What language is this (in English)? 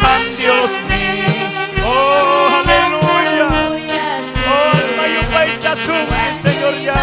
Ayacucho Quechua